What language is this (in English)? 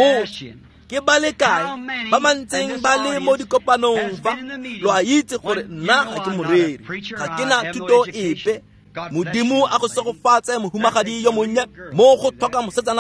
Tswana